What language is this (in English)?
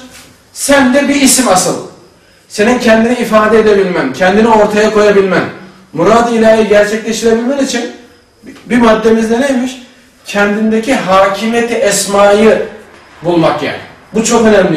Turkish